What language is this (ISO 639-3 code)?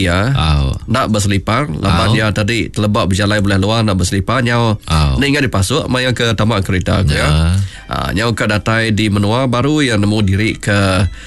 iba